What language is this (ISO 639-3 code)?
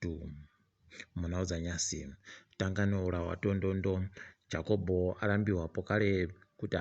ndc